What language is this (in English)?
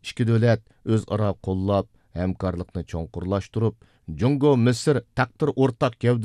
Uyghur